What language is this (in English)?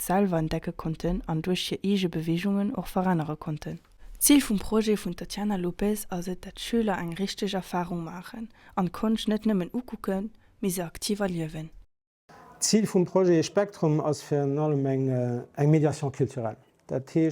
Luxembourgish